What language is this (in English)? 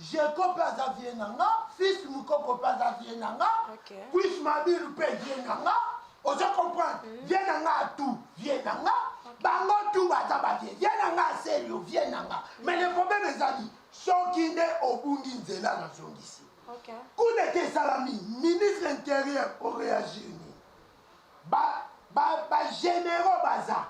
Lingala